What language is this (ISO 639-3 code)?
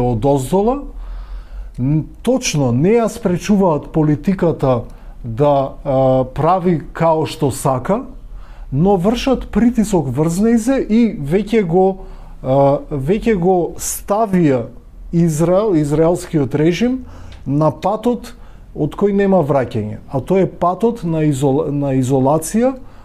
mkd